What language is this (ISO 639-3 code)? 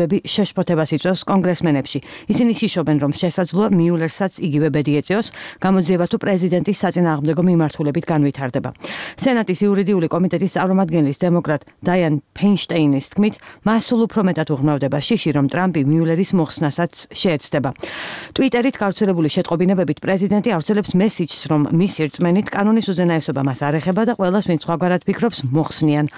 kat